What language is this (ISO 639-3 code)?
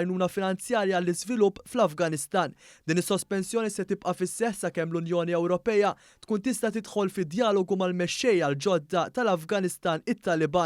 mlt